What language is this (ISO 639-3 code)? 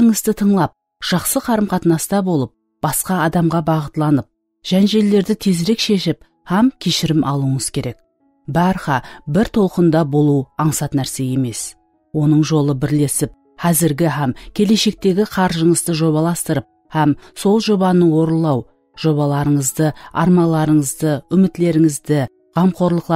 kaa